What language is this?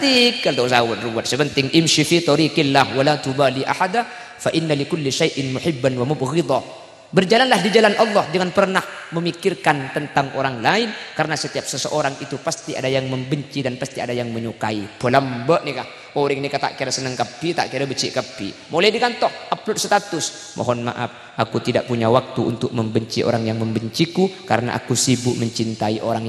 Madurese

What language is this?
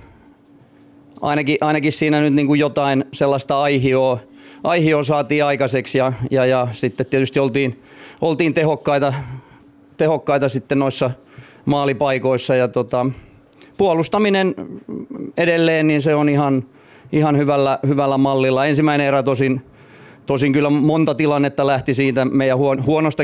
Finnish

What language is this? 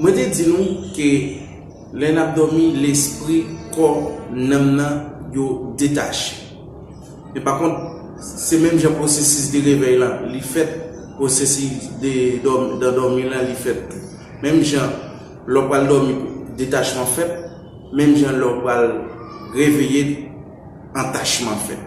Haitian Creole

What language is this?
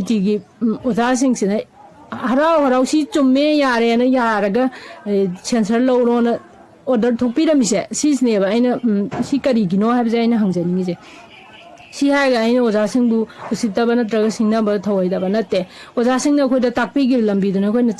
Manipuri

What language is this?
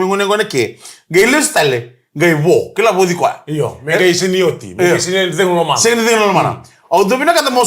Fijian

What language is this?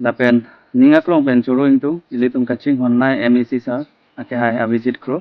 Karbi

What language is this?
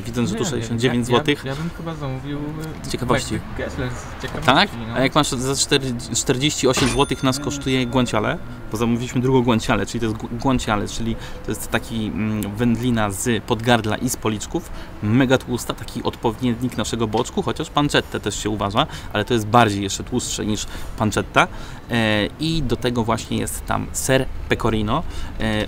Polish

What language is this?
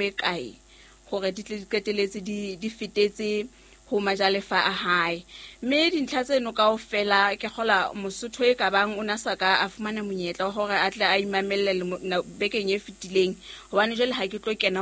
Southern Sotho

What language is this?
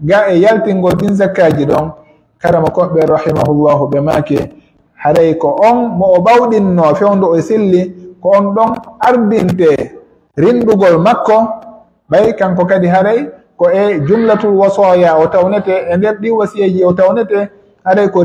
Pular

